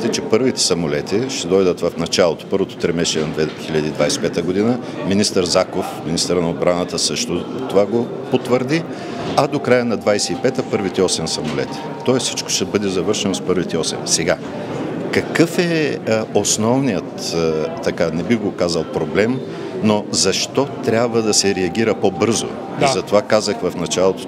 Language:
Bulgarian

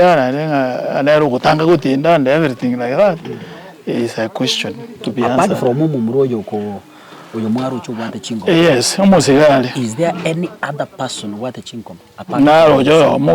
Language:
Gusii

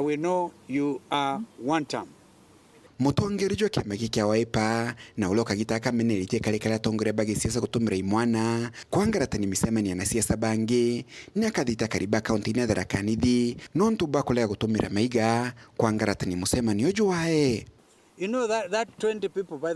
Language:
Meru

